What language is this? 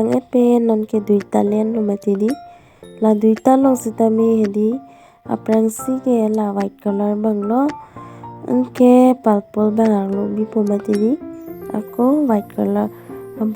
Karbi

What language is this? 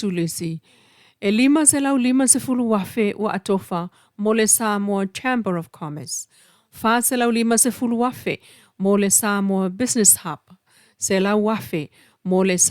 Samoan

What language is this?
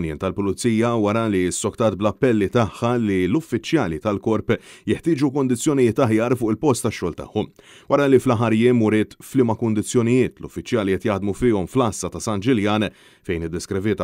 Maltese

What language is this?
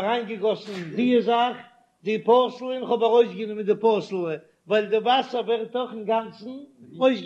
Yiddish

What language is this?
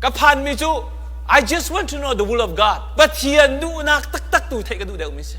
Hakha Chin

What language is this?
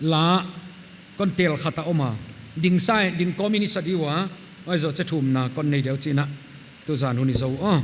Paite Chin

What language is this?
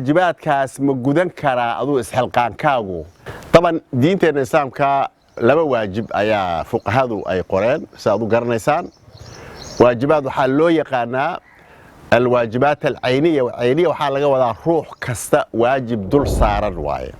Somali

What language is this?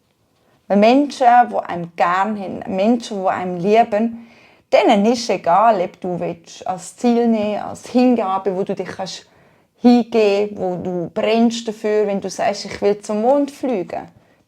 Swiss German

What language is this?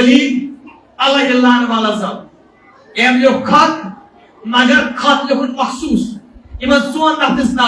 Kashmiri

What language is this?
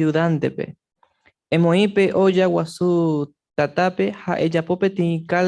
Guarani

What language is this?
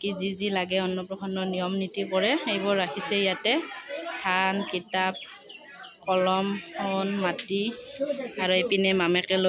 Assamese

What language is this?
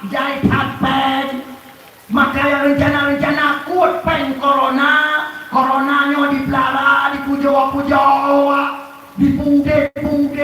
Achinese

